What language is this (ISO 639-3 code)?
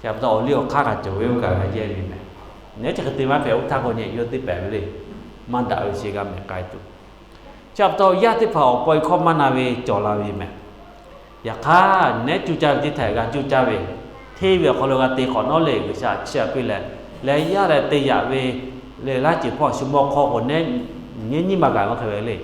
lhu